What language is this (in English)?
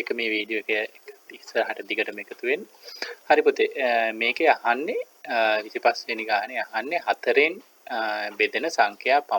Sinhala